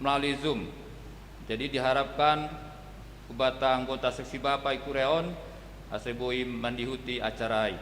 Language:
Batak Simalungun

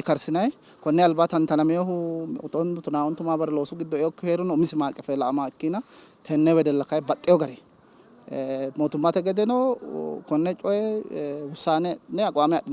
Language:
Sidamo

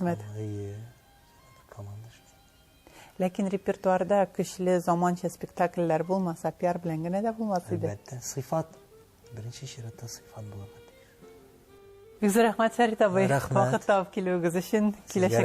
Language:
Tatar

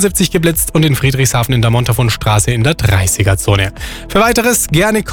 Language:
German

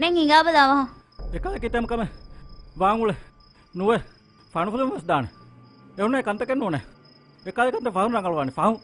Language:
Divehi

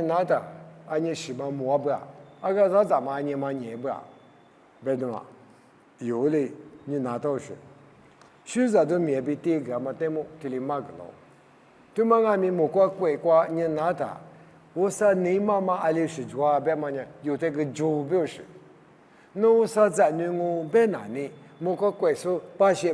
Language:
Lisu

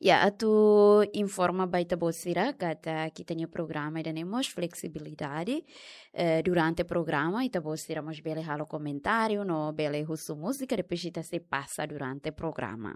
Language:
Tetum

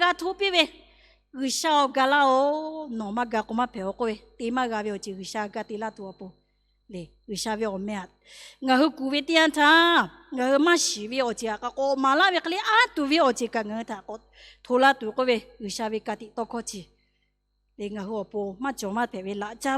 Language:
Lahu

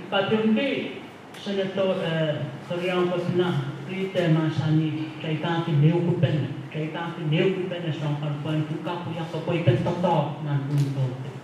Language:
Pohnpeian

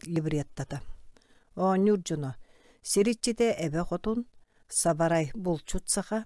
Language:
Yakut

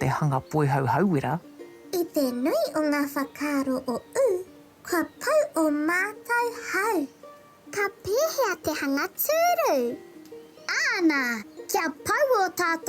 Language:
Māori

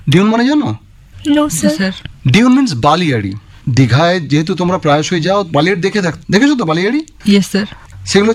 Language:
Bangla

